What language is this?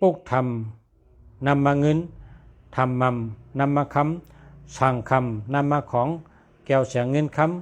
Shan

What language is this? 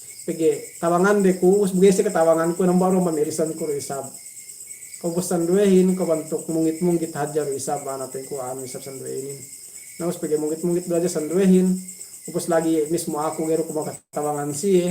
Yakan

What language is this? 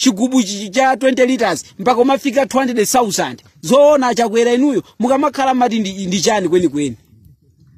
Nyanja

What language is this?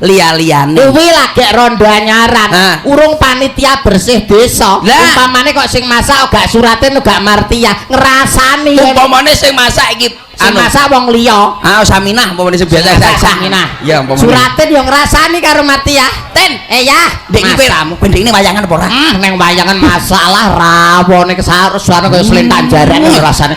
Javanese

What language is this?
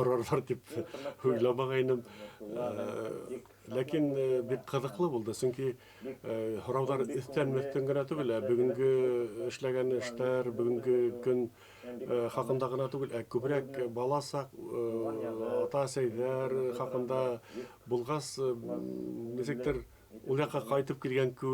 Bashkir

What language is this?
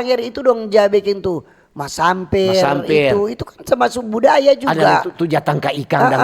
Manado Malay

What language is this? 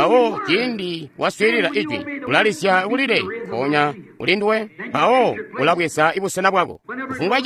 Tonga (Zambia)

